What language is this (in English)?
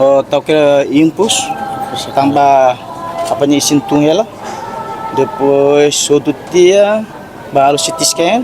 Tetum